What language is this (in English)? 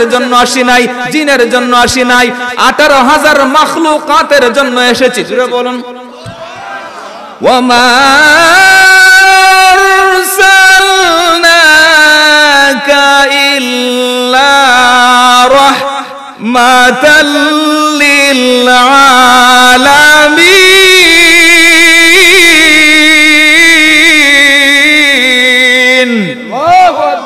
Bangla